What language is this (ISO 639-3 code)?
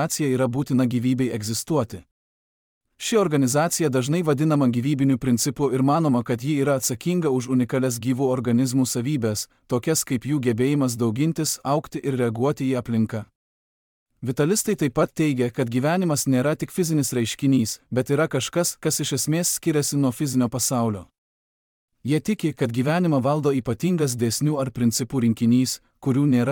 lit